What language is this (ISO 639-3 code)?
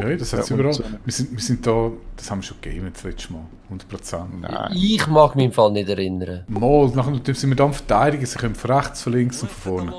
gsw